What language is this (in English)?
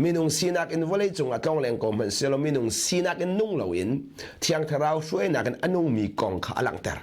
Hakha Chin